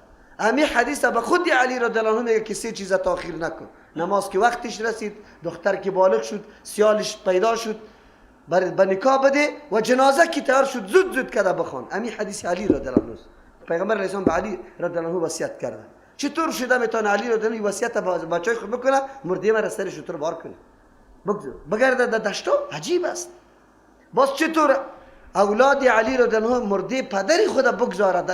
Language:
Persian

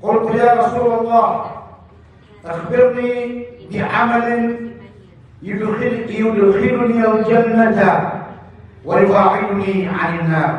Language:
Maranao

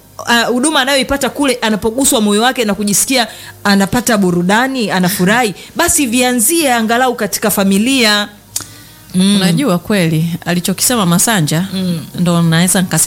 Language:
Swahili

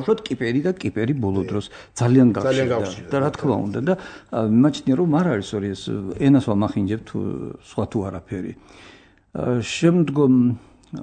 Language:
Georgian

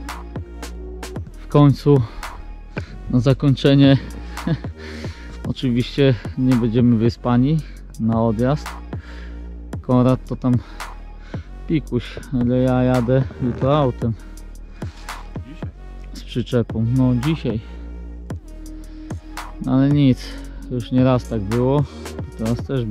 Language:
Polish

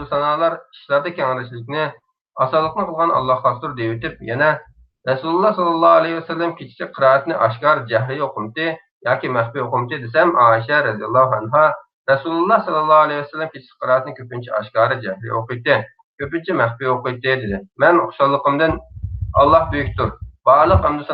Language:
Uyghur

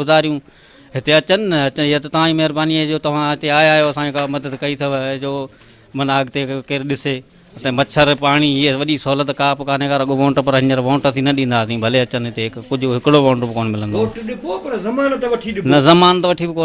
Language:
Sindhi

